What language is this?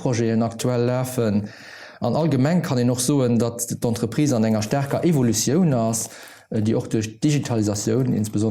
Luxembourgish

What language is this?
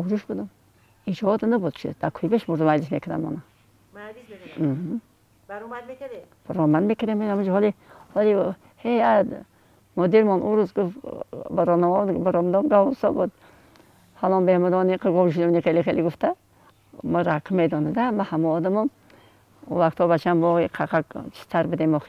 Tajik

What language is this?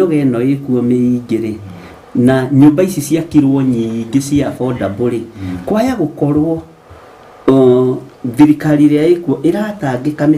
Kikuyu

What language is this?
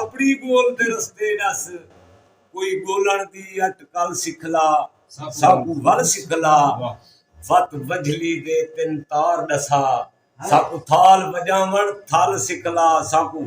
Saraiki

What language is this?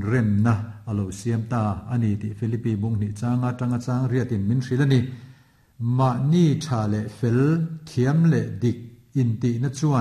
Mizo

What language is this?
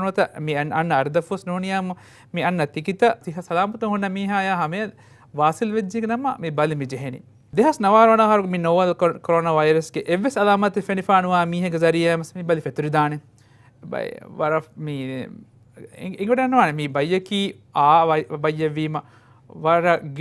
Divehi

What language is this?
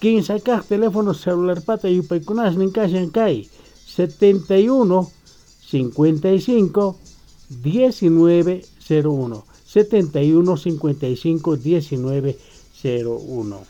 South Bolivian Quechua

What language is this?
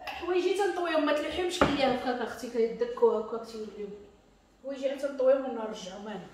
Moroccan Arabic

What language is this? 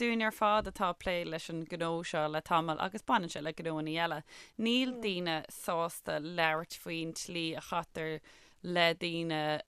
Irish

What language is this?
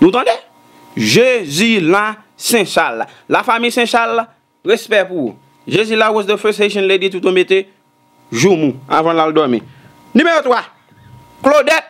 Haitian Creole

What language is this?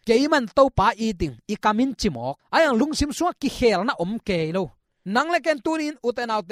Tedim Chin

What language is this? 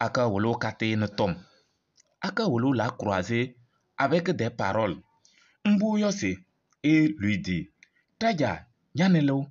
Kabiyè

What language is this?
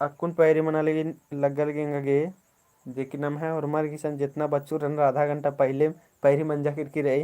Kurukh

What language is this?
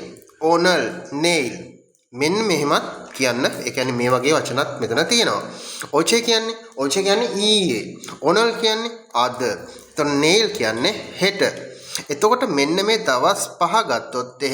Sinhala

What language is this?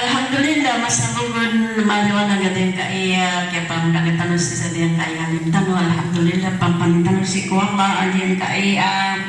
Maranao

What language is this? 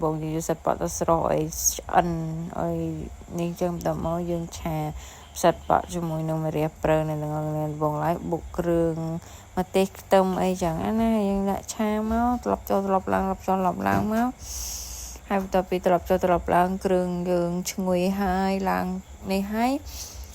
Khmer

